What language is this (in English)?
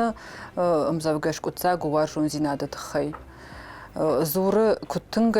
Ossetic